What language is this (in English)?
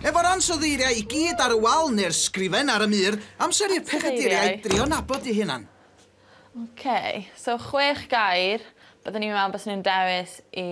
Welsh